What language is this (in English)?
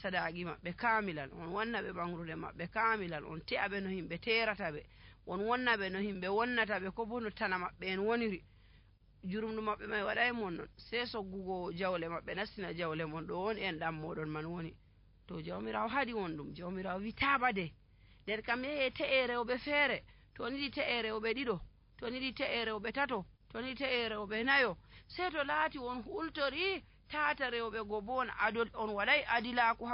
Nigerian Fulfulde